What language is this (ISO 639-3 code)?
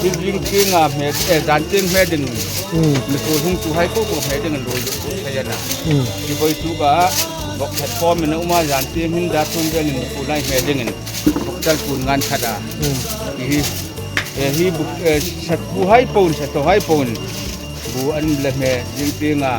hmr